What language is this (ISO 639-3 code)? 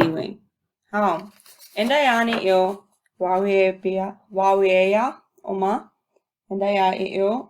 ciw